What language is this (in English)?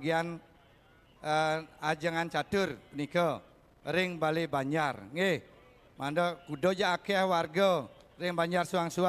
Balinese